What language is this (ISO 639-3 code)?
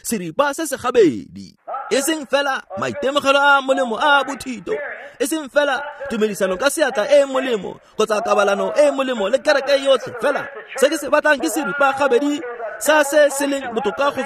tsn